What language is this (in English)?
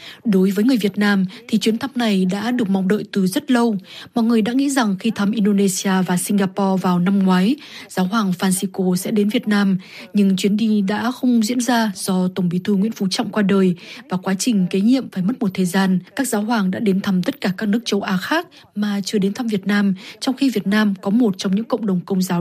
Vietnamese